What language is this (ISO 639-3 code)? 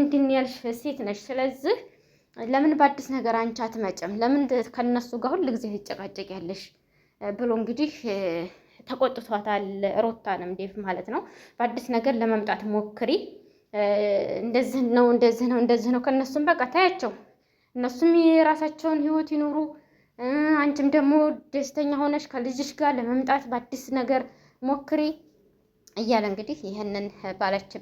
amh